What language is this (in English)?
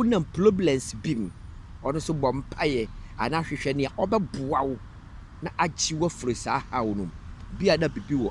Akan